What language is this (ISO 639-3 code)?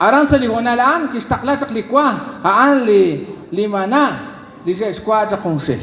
kek